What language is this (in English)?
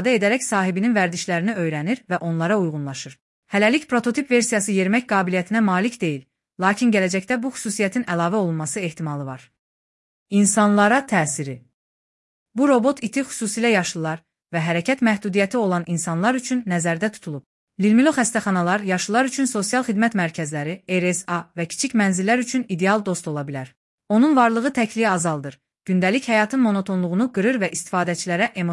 Azerbaijani